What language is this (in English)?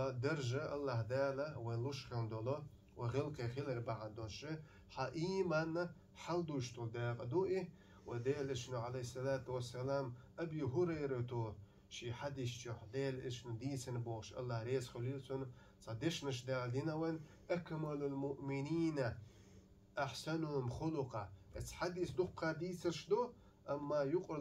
Chechen